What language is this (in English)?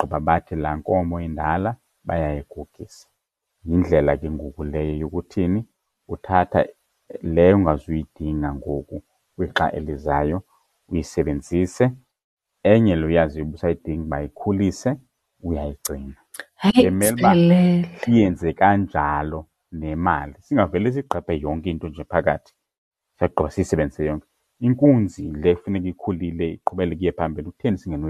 Xhosa